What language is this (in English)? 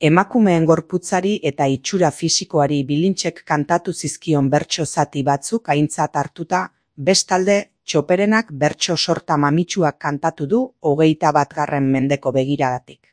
Basque